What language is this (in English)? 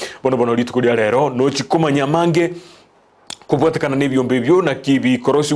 Gusii